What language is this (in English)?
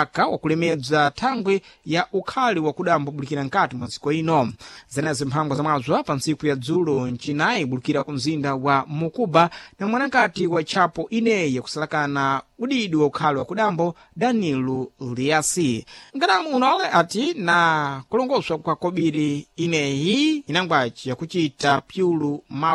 Sena